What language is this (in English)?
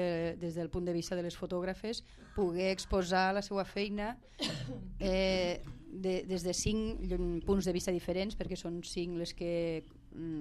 Catalan